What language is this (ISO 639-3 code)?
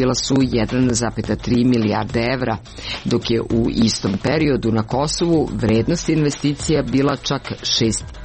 srp